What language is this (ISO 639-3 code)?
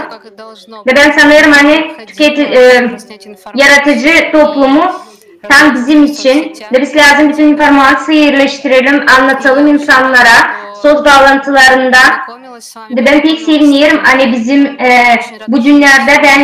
gag